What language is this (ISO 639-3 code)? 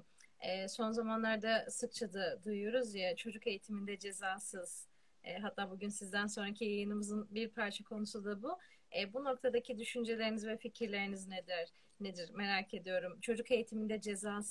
tur